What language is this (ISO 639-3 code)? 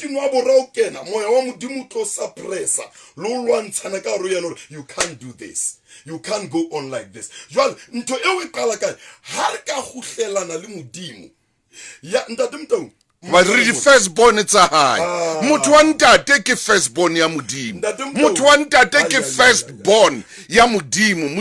sot